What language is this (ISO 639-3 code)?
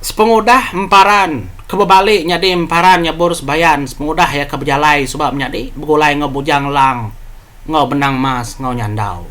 iba